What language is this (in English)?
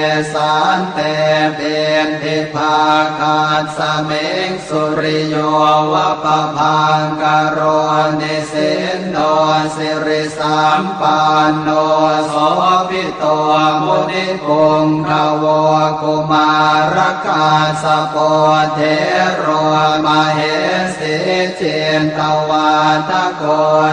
Pali